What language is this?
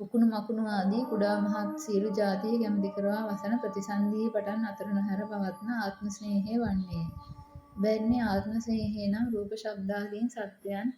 Sinhala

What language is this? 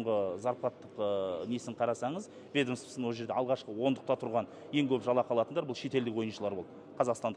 Kazakh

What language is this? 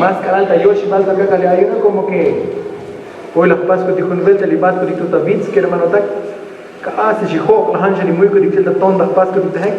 Tzotzil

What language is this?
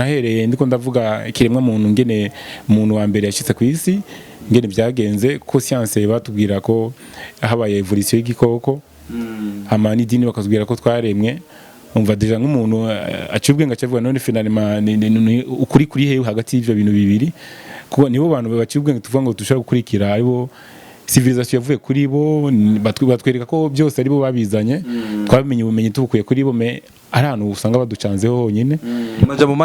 Rundi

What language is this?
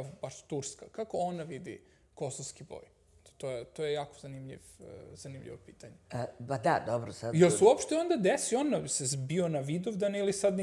Serbian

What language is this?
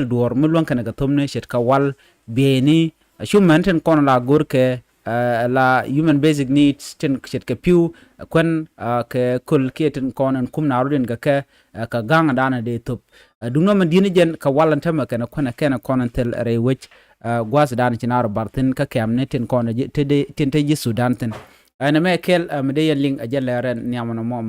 Nuer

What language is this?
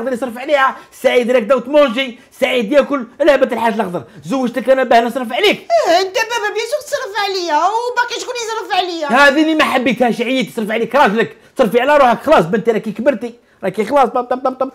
Algerian Arabic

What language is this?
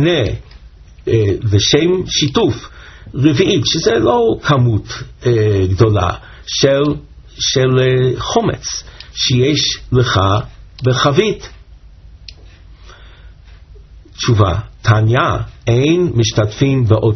Hebrew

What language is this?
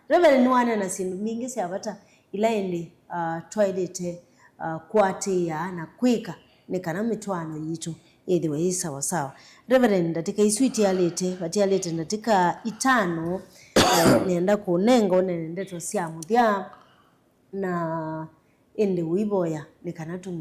Kamba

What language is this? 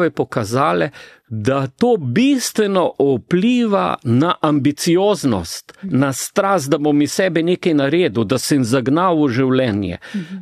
Slovenian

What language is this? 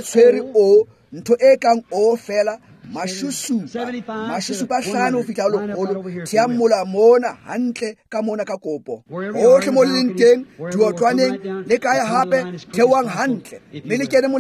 Tswana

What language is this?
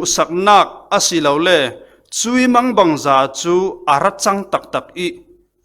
Falam Chin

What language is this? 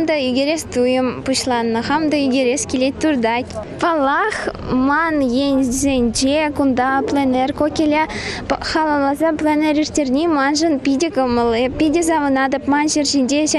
Chuvash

